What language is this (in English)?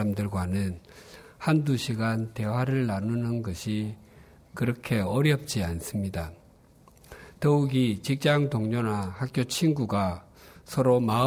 Korean